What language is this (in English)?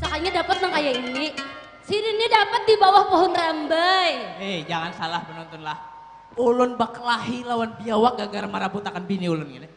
Banjar